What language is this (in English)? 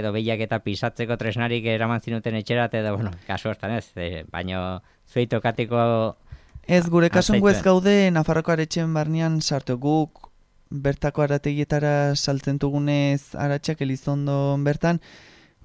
Basque